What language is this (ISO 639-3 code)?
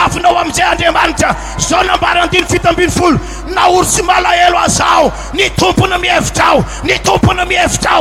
mlg